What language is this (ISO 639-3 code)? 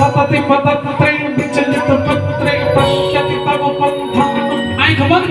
mai